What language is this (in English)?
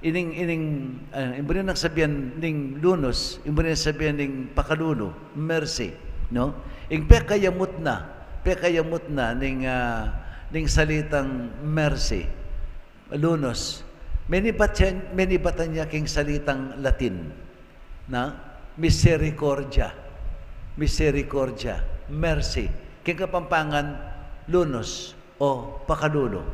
Pampanga